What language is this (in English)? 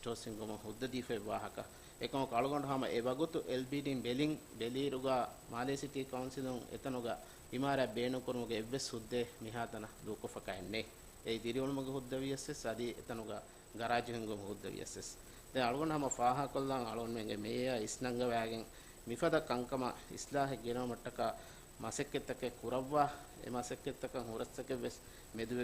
Divehi